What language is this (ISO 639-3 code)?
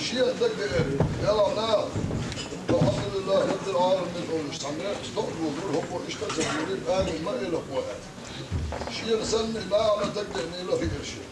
che